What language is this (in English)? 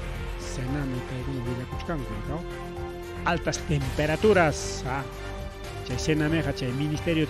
Ayacucho Quechua